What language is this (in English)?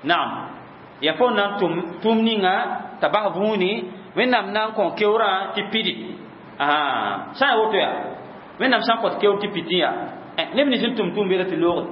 Mossi